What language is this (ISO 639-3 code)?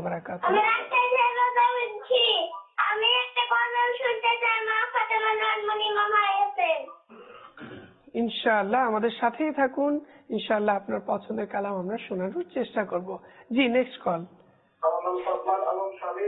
ben